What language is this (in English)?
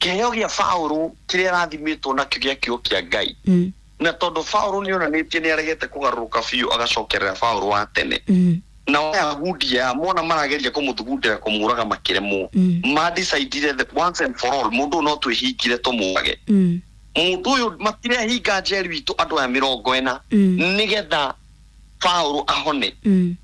Kikuyu